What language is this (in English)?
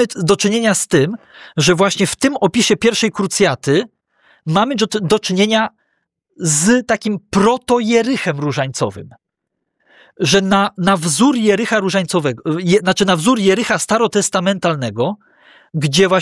Polish